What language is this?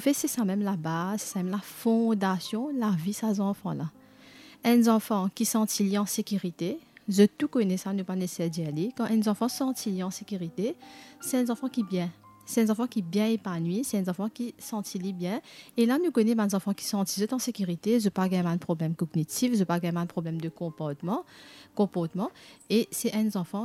Morisyen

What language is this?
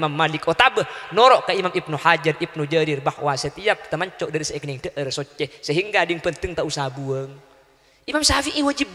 Madurese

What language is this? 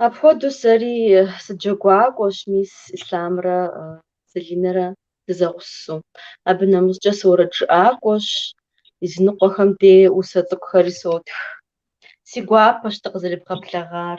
Kabardian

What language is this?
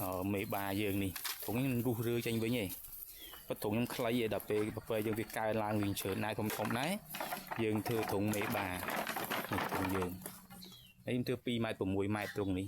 Khmer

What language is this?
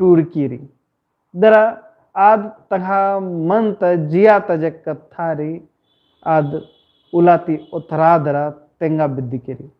Kurukh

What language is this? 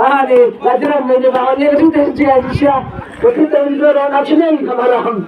Khasi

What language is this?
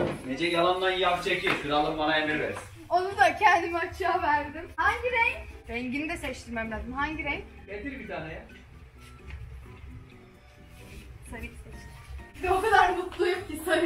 Turkish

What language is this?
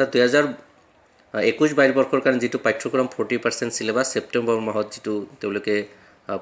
Assamese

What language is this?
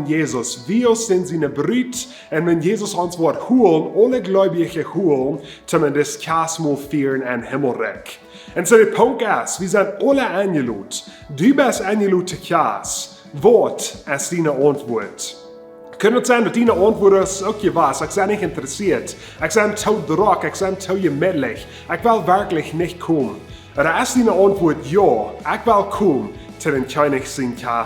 Plautdietsch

